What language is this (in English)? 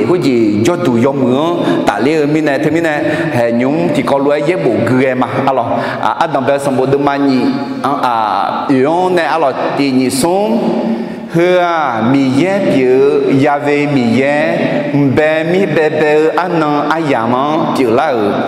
Akha